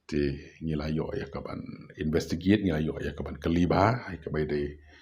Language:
Khasi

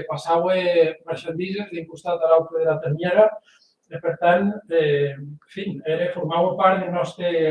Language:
Occitan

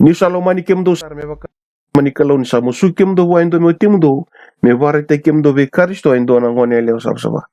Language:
Fijian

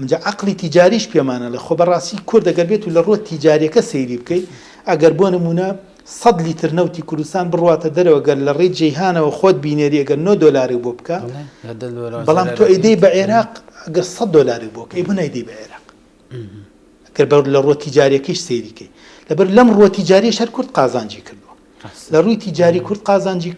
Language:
Central Kurdish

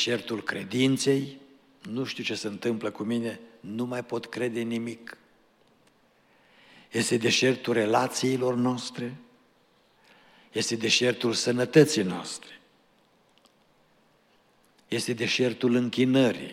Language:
Romanian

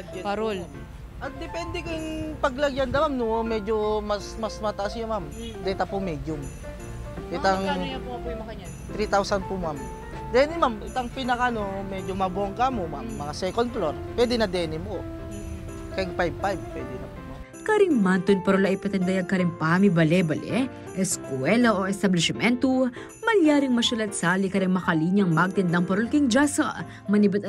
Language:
Pampanga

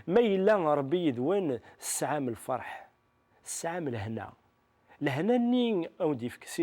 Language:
Kabyle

